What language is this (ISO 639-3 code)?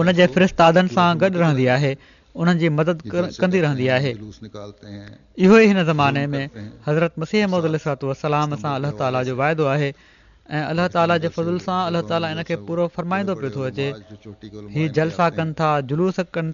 snd